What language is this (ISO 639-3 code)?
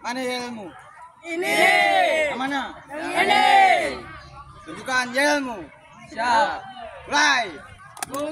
ind